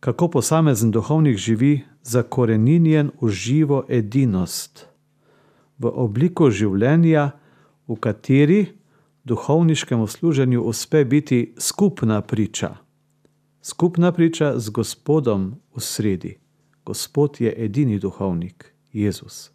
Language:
Slovenian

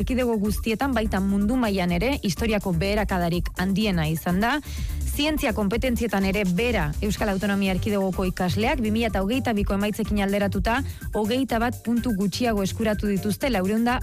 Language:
Basque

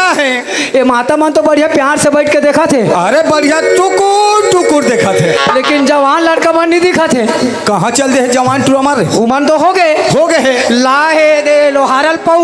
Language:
Chhattisgarhi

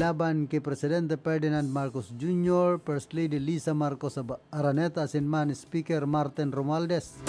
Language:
Bikol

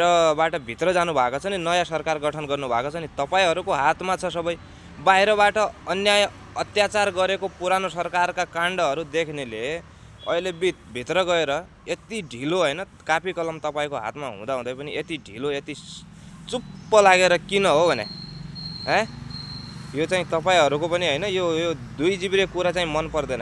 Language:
Nepali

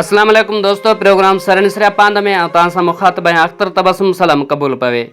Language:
Sindhi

